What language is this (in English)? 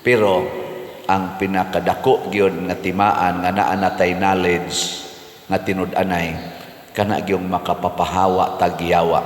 Cebuano